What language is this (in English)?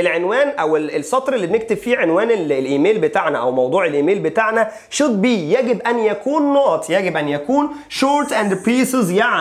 Egyptian Arabic